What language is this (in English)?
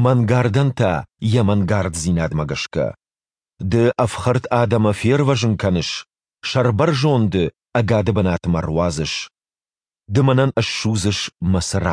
Ossetic